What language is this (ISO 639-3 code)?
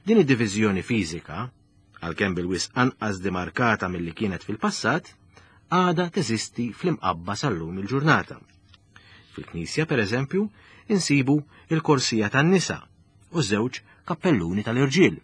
mlt